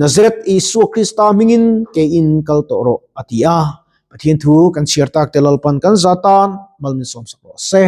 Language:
Mizo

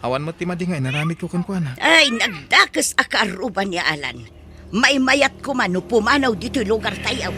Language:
Iloko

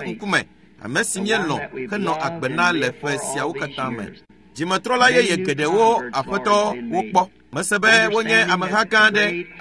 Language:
Ewe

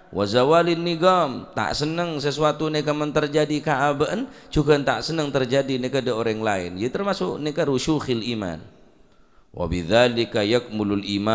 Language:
Madurese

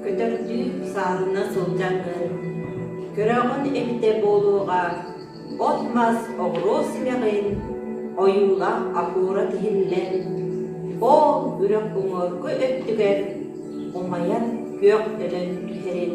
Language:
Yakut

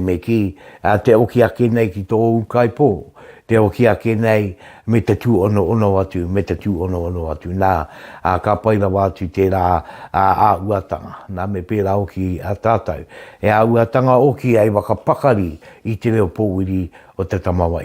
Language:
Māori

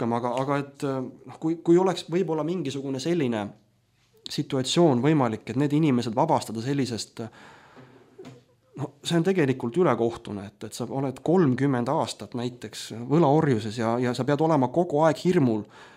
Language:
Estonian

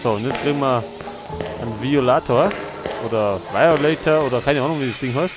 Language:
Bavarian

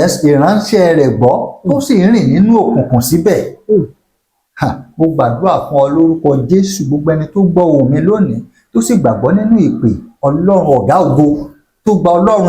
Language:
Yoruba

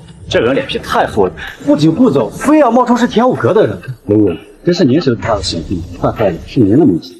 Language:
Chinese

